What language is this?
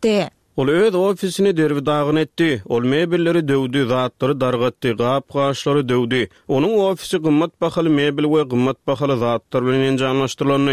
Turkmen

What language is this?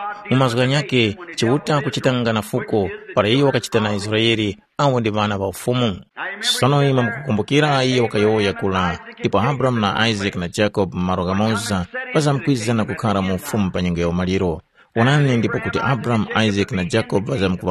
Tumbuka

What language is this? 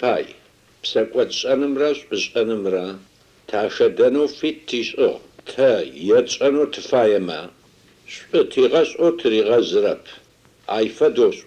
Adyghe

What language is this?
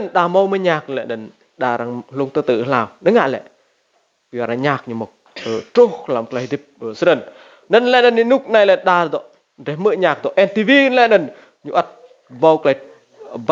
Rade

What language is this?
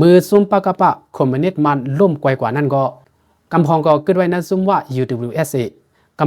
Lao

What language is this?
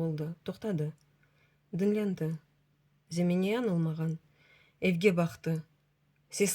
Crimean Tatar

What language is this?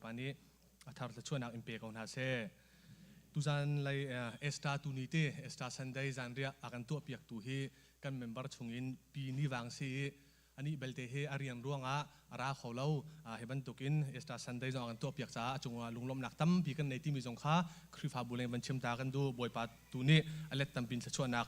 Hakha Chin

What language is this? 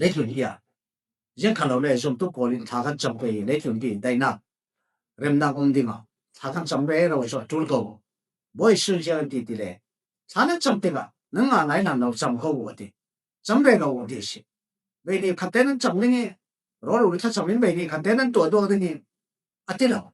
Falam Chin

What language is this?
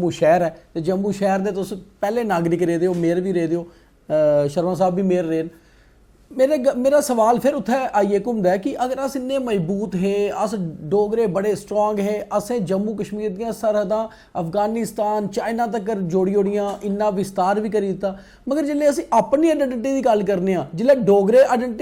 Dogri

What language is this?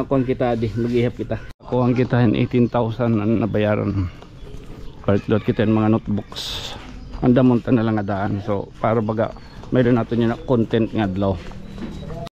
Waray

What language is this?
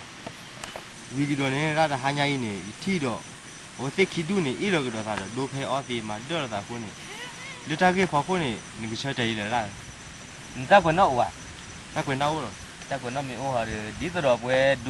S'gaw Karen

